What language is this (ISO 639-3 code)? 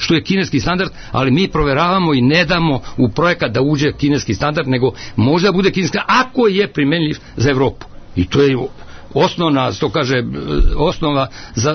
srp